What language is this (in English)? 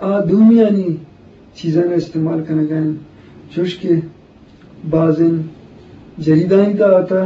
Eastern Balochi